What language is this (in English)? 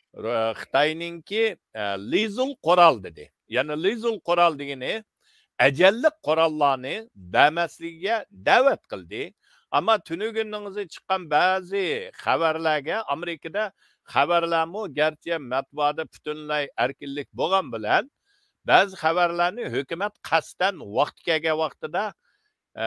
Uyghur